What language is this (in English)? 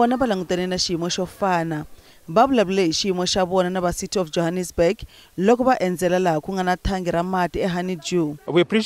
Tsonga